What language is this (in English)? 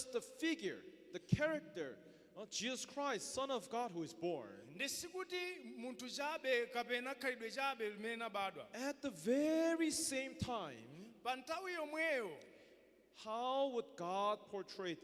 Nyanja